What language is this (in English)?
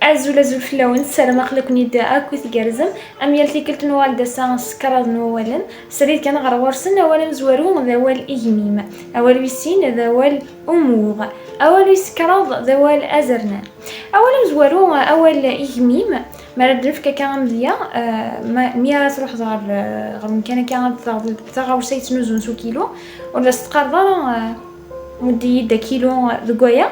Kabyle